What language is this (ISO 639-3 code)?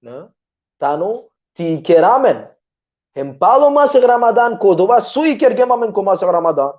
rmn